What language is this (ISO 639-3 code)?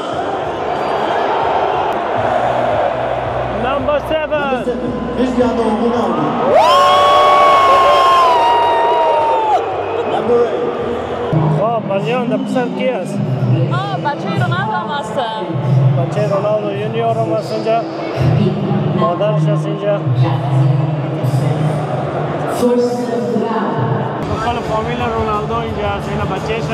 fas